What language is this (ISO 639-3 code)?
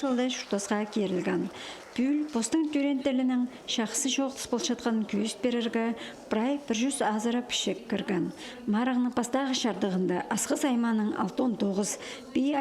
kjh